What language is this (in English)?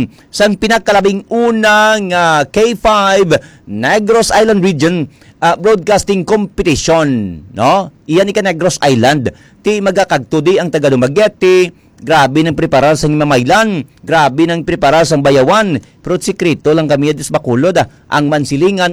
Hiligaynon